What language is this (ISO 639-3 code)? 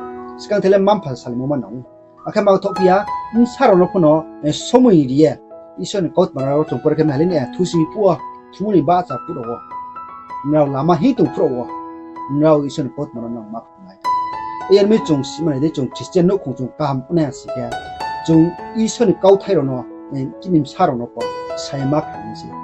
ria